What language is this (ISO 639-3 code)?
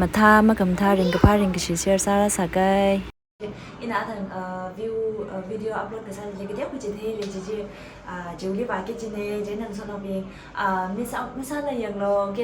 nmf